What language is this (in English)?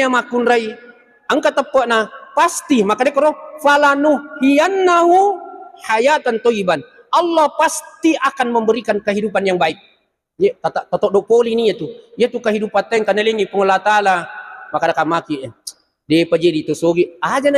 Buginese